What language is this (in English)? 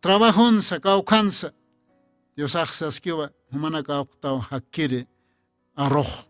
Aymara